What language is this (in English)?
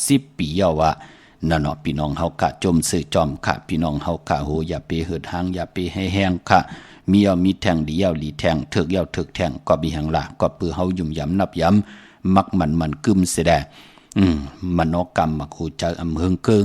Shan